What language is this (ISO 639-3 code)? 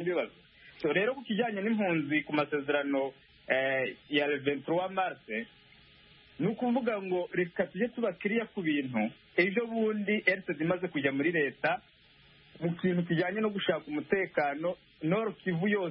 kin